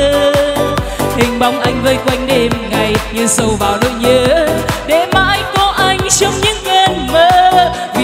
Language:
Vietnamese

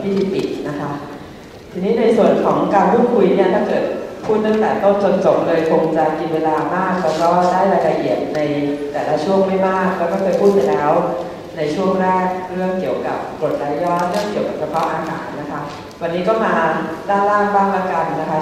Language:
Thai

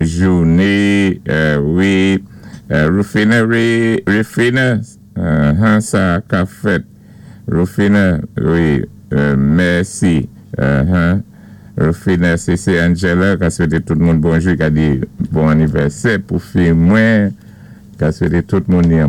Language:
Saint Lucian Creole French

